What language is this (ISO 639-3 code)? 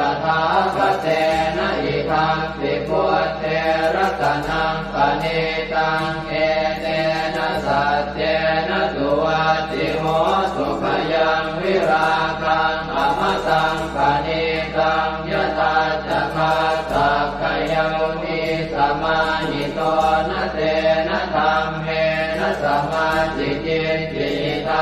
pli